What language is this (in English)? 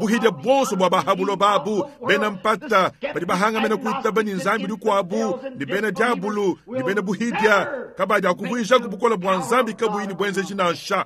Luba-Lulua